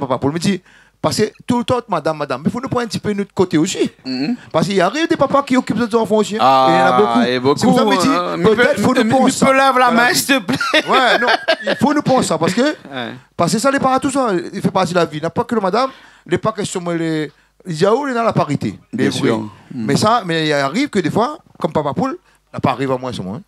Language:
Réunion Creole French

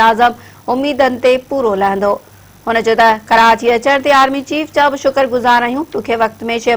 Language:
Sindhi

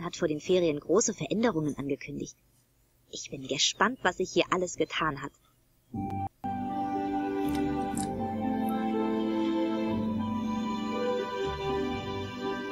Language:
German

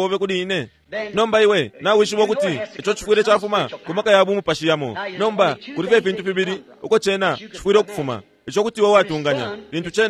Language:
Bemba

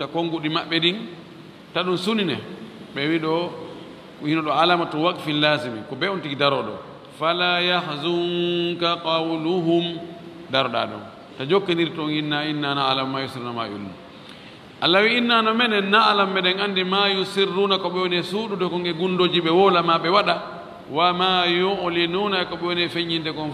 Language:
Fula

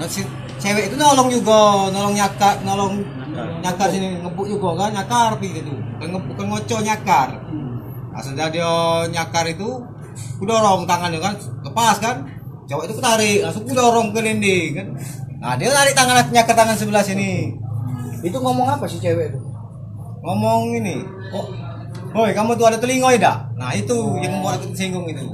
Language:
Musi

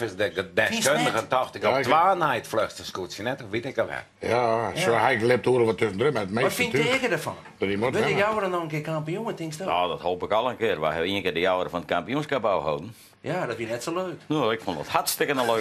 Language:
Western Frisian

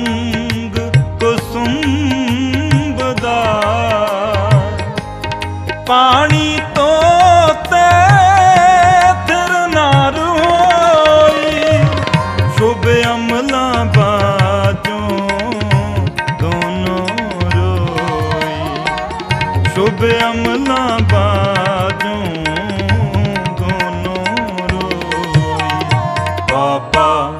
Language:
Punjabi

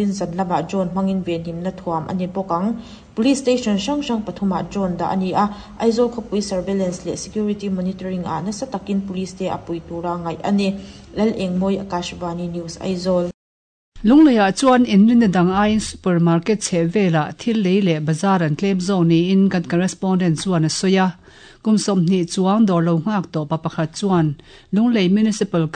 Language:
Mizo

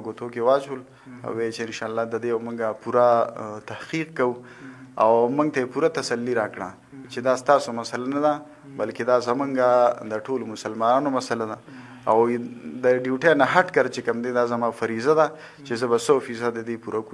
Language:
Pashto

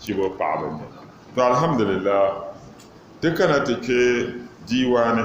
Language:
Dagbani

